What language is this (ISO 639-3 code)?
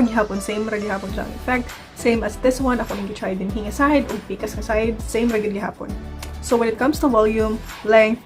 ceb